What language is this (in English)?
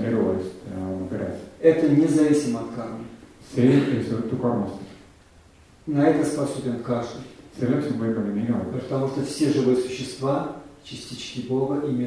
Estonian